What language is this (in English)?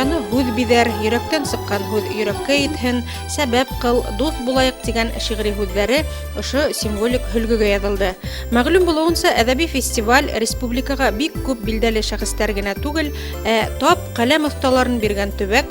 Bashkir